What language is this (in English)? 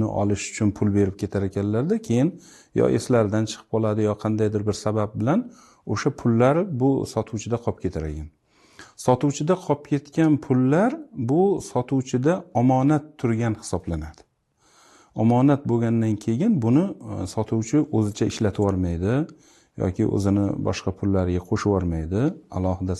Uzbek